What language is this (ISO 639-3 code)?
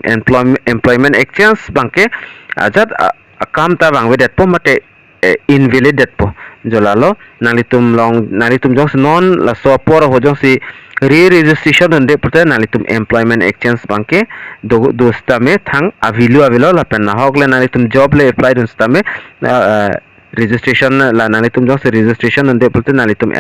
mjw